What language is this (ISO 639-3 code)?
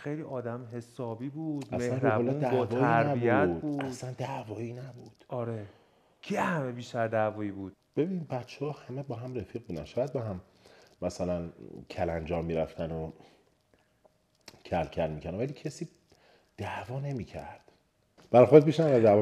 fas